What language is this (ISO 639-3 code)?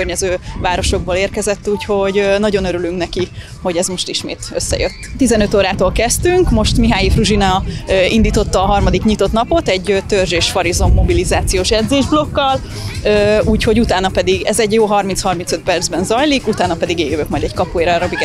hun